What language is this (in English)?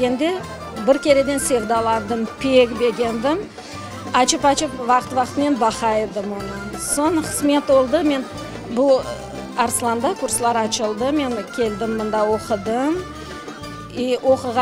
Crimean Tatar